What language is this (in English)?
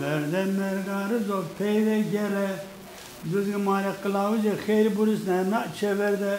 Zaza